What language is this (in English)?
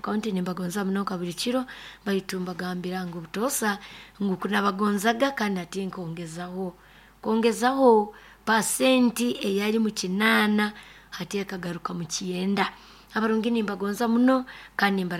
Nyoro